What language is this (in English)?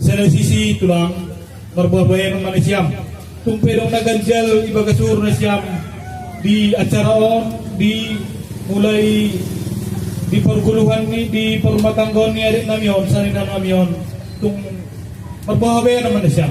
Batak Simalungun